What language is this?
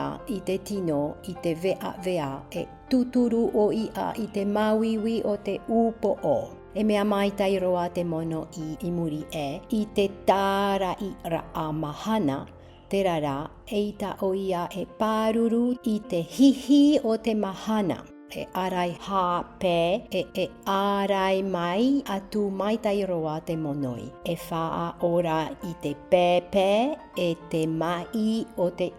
Tahitian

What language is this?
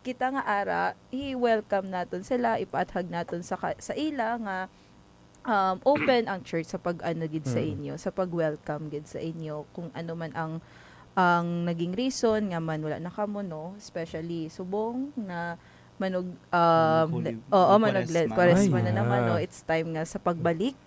Hiligaynon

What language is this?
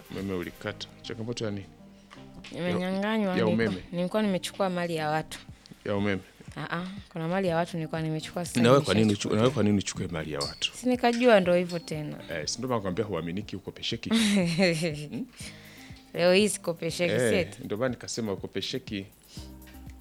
Swahili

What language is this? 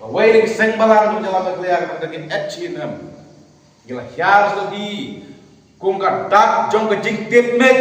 Khasi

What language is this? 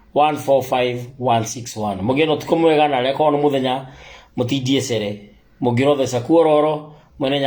Kikuyu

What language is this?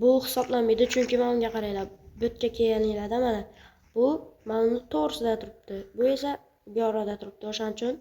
Uzbek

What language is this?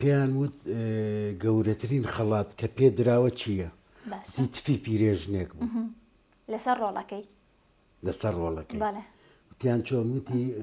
Central Kurdish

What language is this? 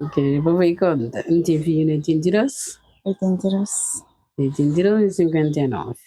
Kabuverdianu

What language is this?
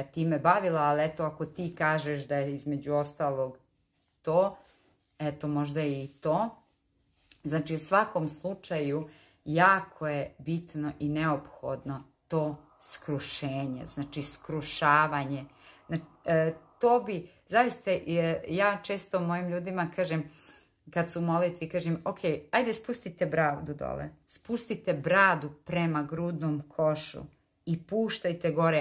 Croatian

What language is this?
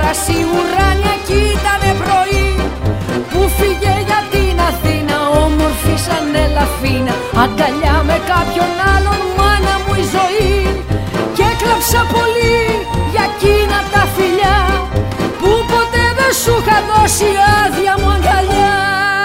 Greek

